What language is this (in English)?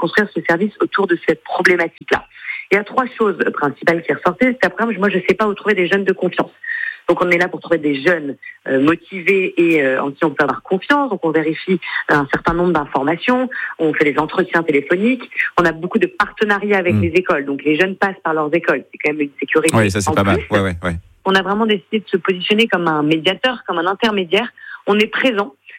French